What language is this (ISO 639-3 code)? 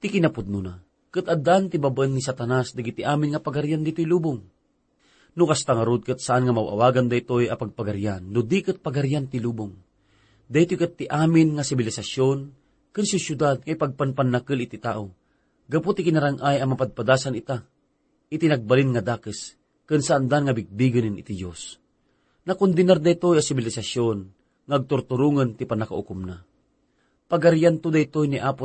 ilo